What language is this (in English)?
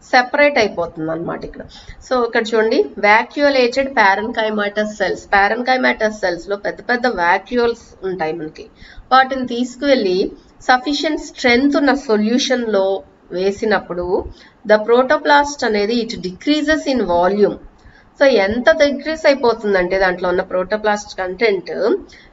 Telugu